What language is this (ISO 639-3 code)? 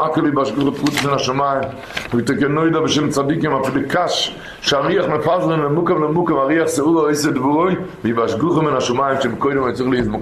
yid